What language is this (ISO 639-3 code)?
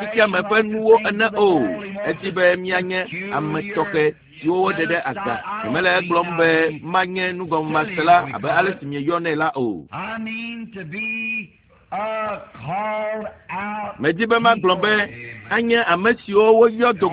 ewe